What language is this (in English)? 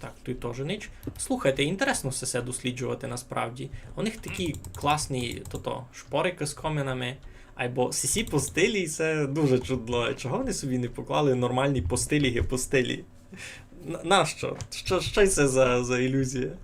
Rusyn